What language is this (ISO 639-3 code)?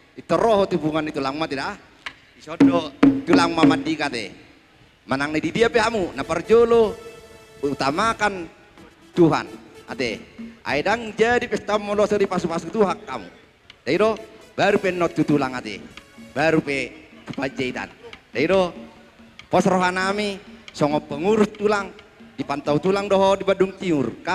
bbc